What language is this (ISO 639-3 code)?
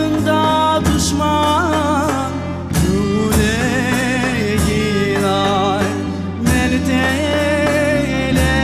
crh